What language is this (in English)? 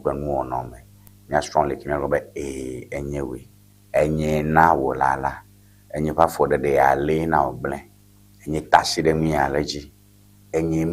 Ewe